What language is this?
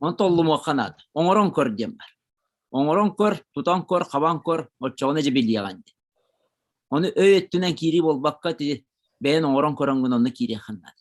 Yakut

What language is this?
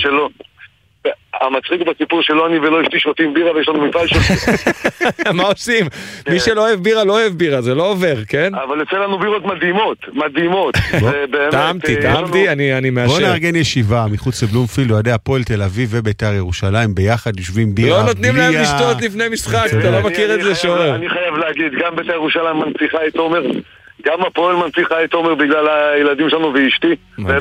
Hebrew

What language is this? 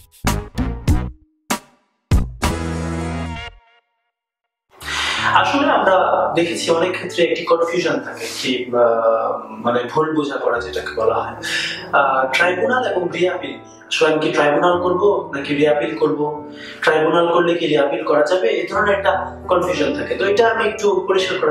Bangla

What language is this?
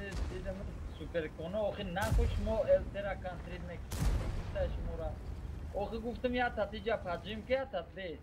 Tajik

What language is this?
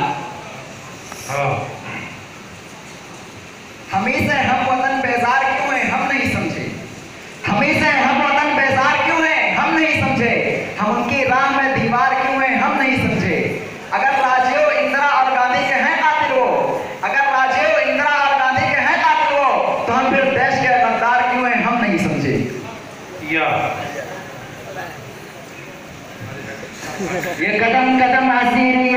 Urdu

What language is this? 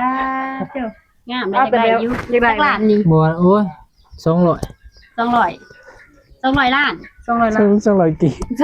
Northeastern Thai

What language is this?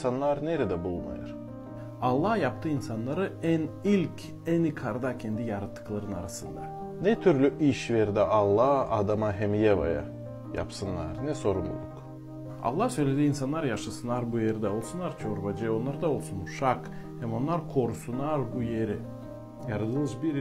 Gagauz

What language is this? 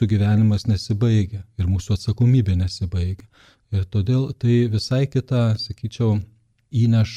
Lithuanian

